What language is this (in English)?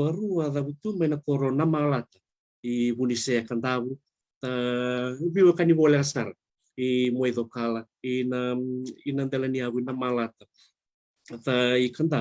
Fijian